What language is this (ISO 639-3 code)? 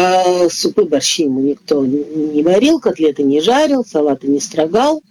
rus